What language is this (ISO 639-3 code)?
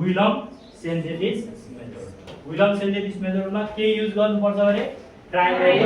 nep